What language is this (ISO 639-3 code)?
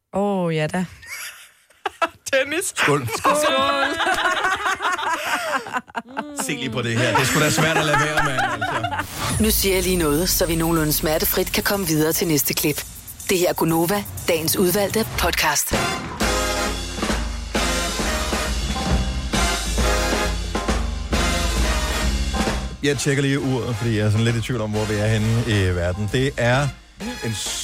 dan